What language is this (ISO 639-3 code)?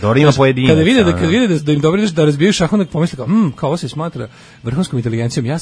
srp